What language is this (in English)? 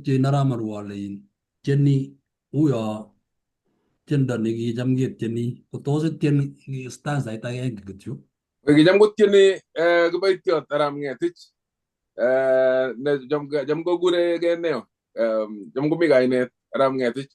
Kalenjin